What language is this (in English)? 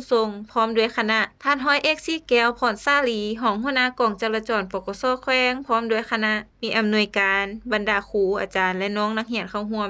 Lao